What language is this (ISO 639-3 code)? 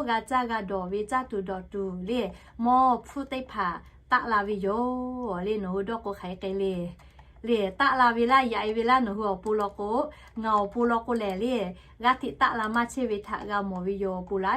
lhu